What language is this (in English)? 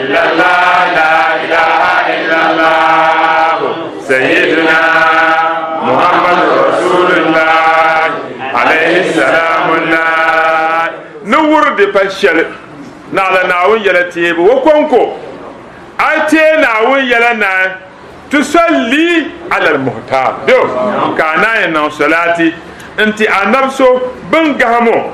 Dagbani